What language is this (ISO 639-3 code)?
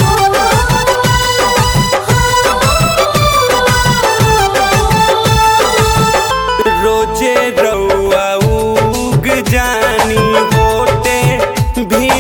bho